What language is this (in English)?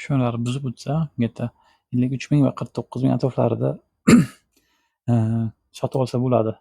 Uzbek